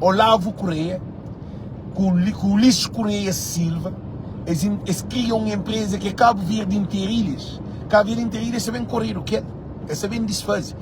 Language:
Kabuverdianu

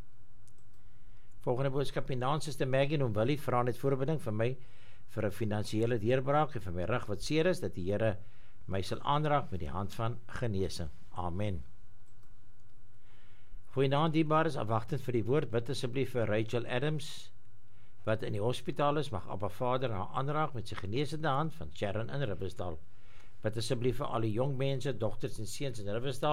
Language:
Afrikaans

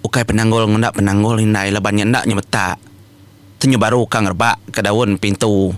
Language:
Iban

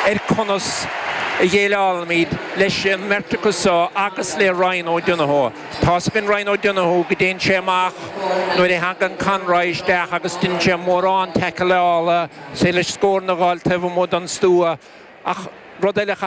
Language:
Irish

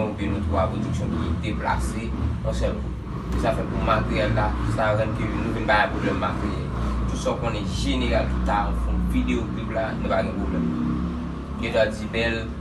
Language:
Haitian Creole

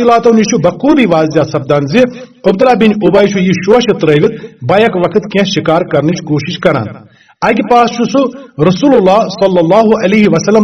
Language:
Kashmiri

